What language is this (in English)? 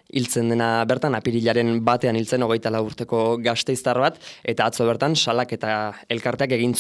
Basque